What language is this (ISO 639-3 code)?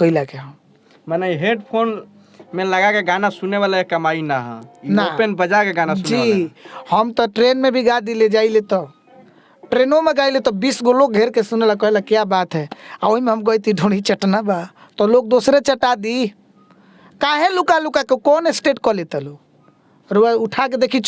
bho